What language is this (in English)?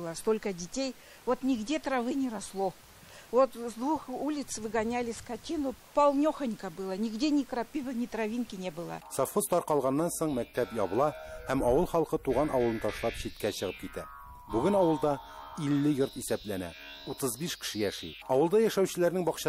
Tatar